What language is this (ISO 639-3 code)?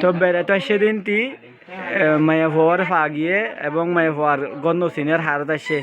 rhg